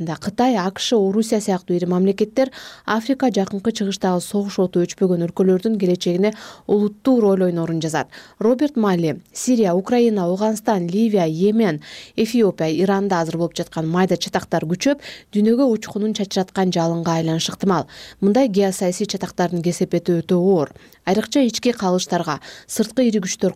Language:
Kyrgyz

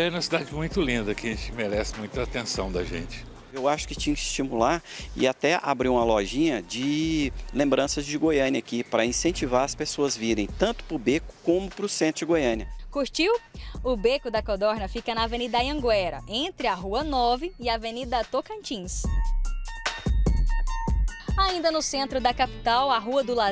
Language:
Portuguese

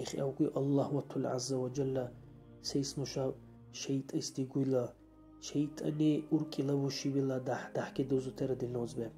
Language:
Dargwa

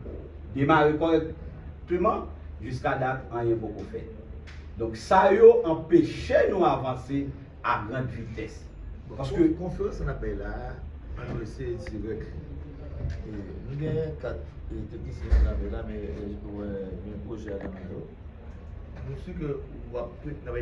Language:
Haitian Creole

